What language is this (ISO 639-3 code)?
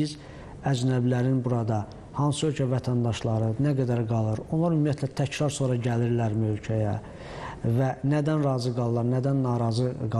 aze